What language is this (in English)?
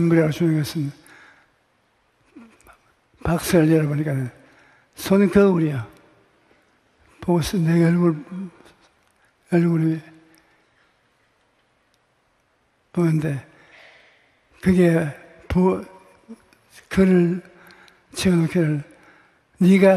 Korean